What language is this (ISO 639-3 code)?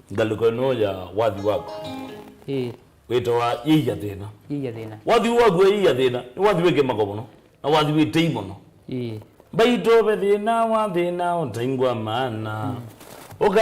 kam